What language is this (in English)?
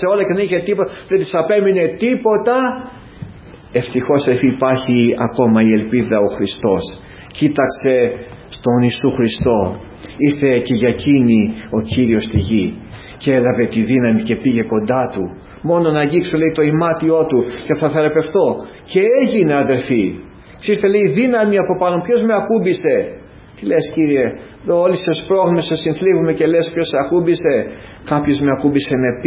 Greek